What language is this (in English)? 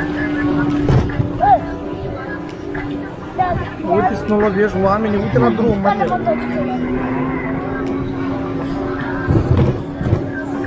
Romanian